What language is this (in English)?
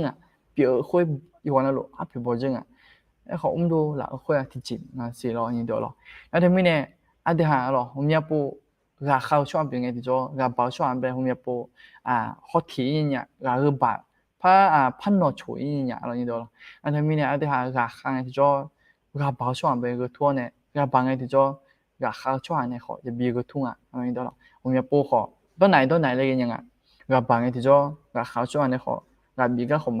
Akha